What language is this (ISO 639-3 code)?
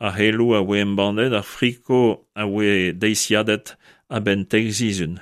bre